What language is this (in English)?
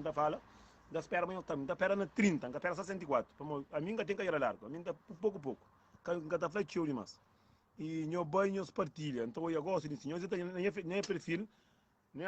Kabuverdianu